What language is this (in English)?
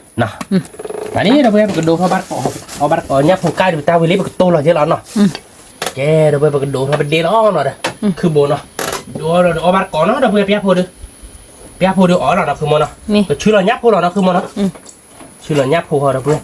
S'gaw Karen